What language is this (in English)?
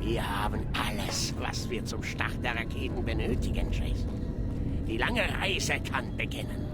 Bavarian